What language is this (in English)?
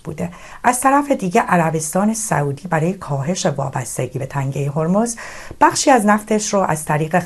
Persian